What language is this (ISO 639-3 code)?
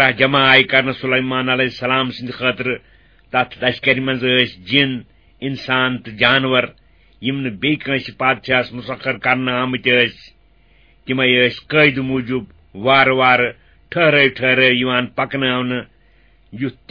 kas